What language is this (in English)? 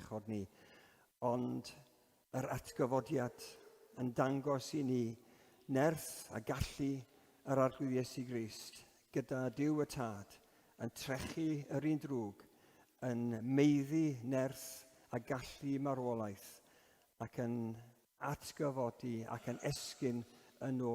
Welsh